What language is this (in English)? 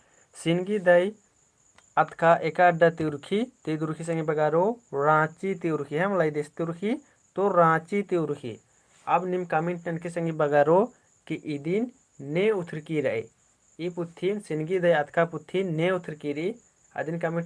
Kurukh